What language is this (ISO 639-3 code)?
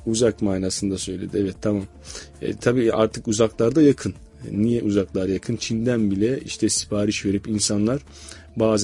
tur